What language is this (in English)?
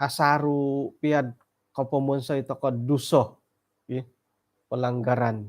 Central Dusun